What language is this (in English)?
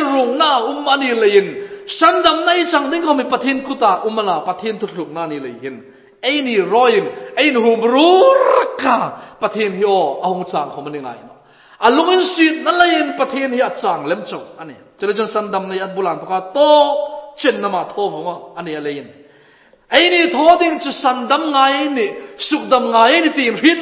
Hmar